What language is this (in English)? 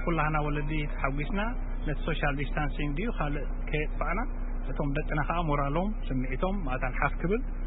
Tigrinya